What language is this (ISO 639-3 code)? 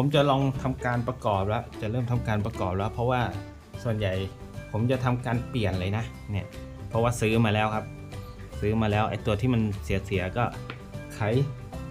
tha